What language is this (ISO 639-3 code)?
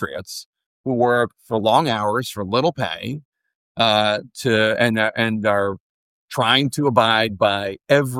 eng